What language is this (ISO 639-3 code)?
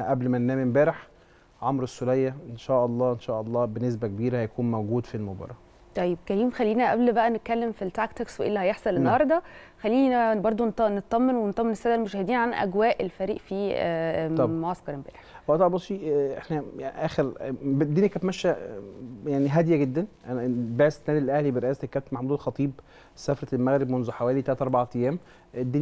arz